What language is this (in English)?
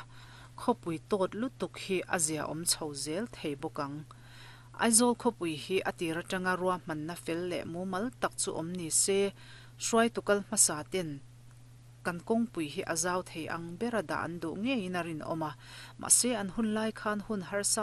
Mizo